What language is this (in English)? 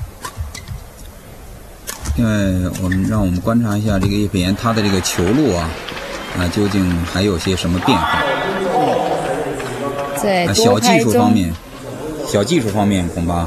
Chinese